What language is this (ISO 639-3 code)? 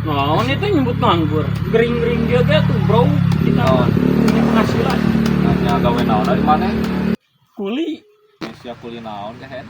sun